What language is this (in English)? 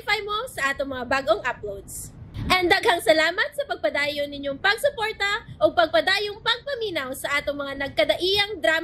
Cebuano